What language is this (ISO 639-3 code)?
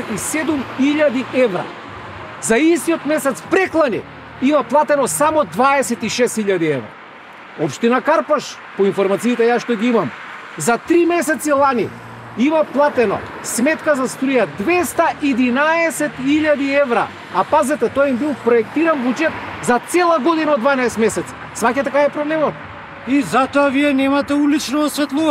mkd